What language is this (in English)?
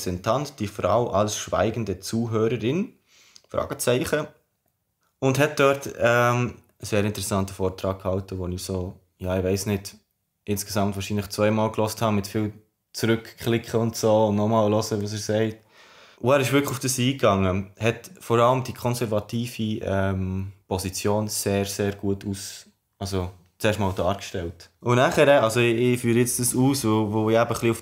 Swiss German